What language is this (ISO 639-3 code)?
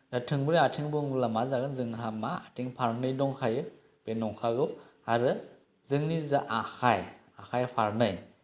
brx